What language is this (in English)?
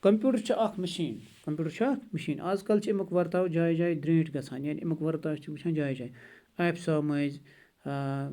Kashmiri